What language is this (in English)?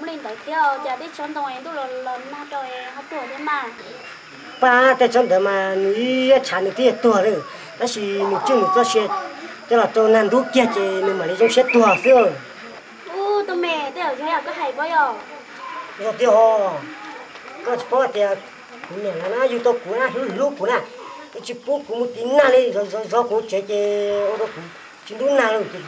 Hmong